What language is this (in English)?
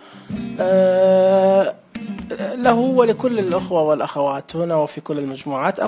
Najdi Arabic